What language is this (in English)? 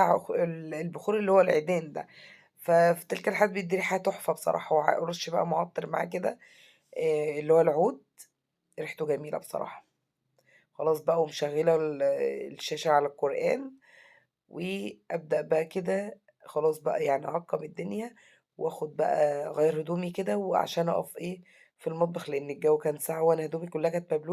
Egyptian Arabic